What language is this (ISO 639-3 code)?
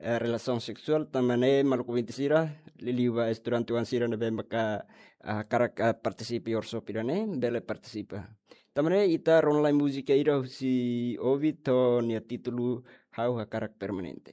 tet